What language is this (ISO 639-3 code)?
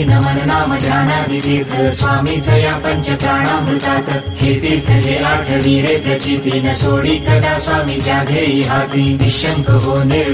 mar